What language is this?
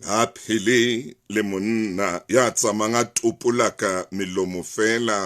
Southern Sotho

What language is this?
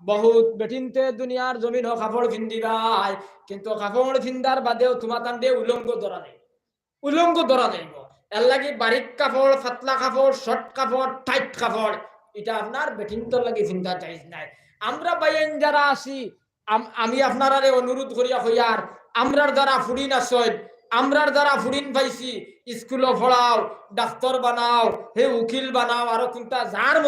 Sylheti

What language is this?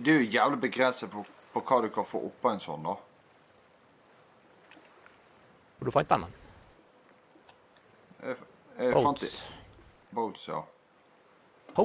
Norwegian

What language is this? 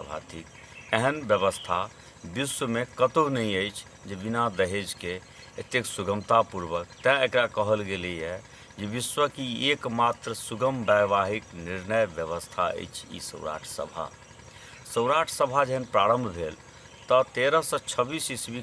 Maithili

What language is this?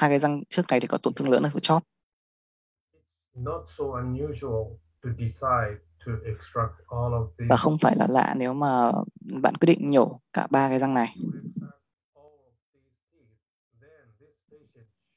Vietnamese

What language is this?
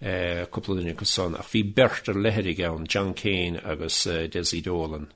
Irish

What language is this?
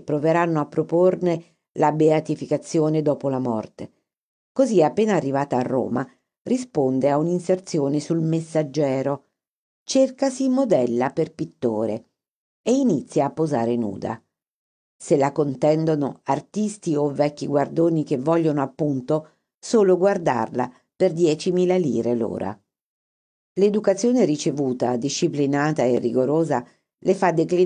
Italian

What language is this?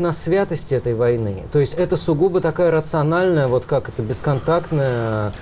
Russian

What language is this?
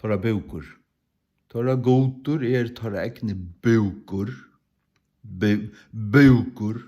Faroese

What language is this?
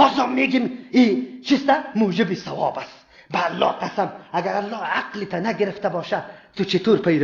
Persian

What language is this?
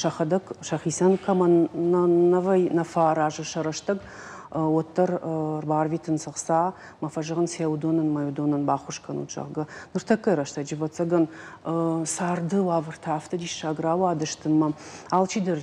Ossetic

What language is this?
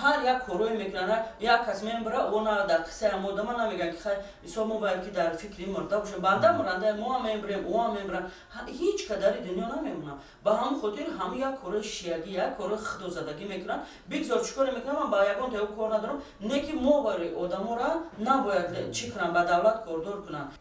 Tajik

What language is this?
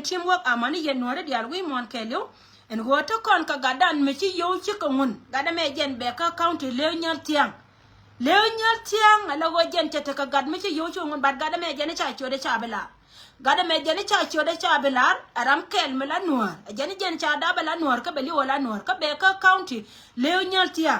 Nuer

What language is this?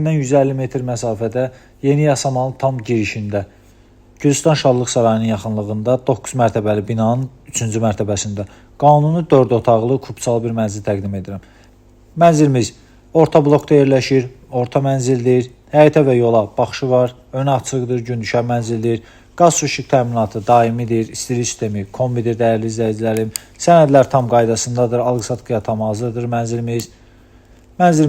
Azerbaijani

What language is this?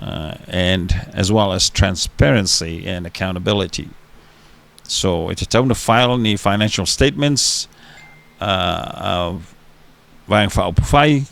Samoan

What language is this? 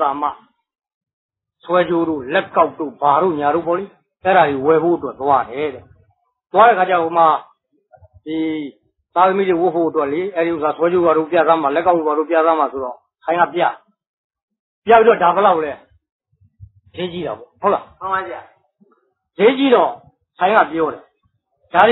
Burmese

